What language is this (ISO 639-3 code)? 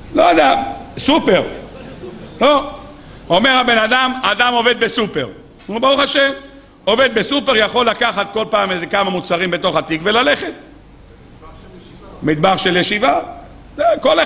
heb